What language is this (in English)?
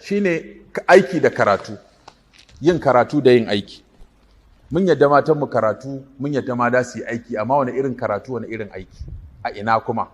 Hausa